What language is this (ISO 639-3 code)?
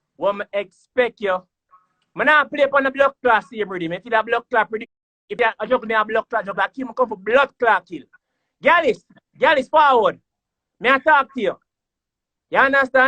jam